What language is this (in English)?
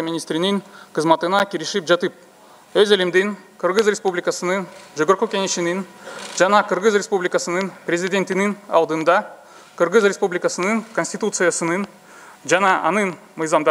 Kyrgyz